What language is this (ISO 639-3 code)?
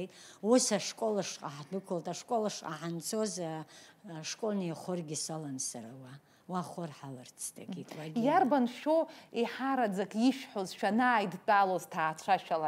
abk